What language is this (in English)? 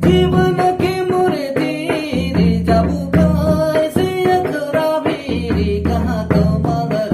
Sadri